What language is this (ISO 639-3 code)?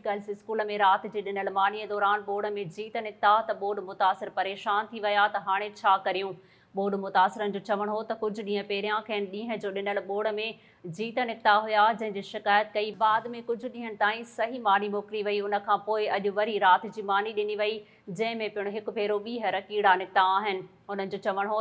snd